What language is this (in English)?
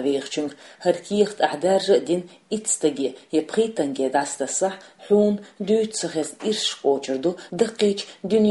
Chechen